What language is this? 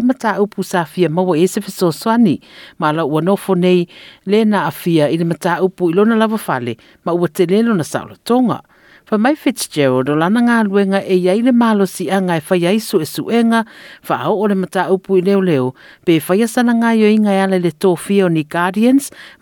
Samoan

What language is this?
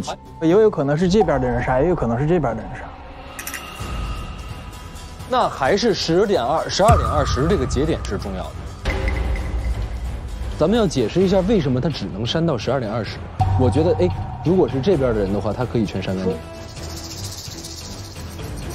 Chinese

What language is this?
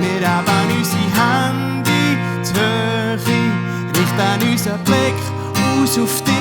Swiss German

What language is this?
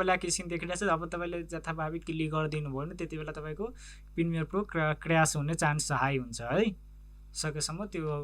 Nepali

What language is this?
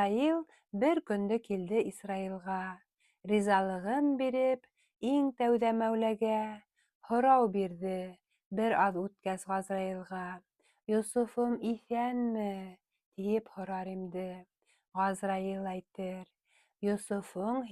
Bashkir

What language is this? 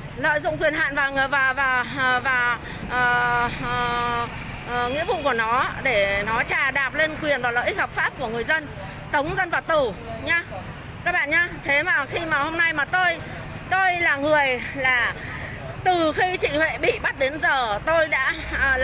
Vietnamese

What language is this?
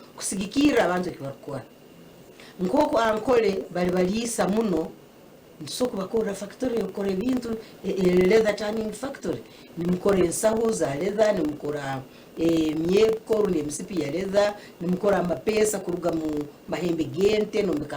Nyankole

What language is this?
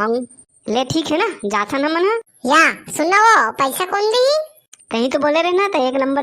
Chhattisgarhi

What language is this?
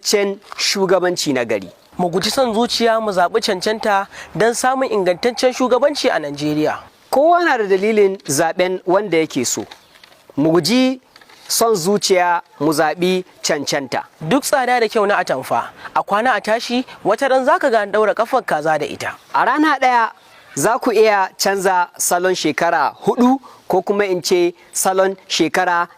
Hausa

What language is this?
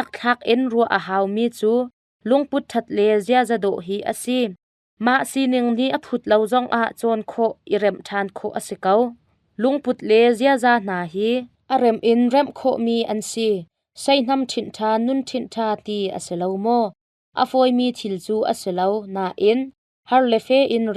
Hakha Chin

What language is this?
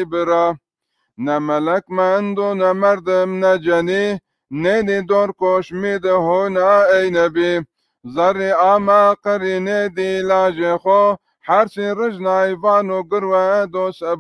Zaza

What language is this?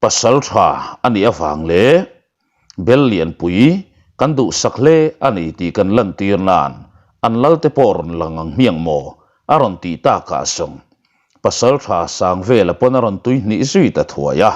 Mizo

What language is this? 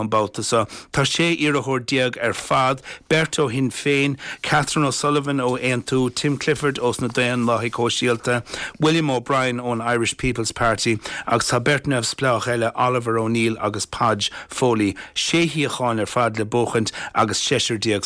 Irish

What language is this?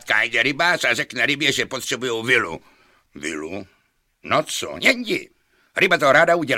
Czech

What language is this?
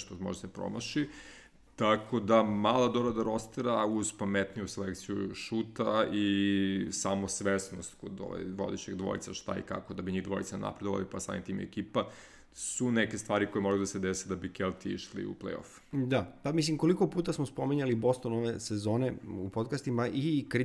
Serbian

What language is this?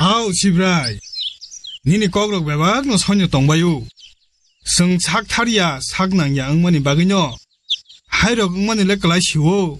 Kok Borok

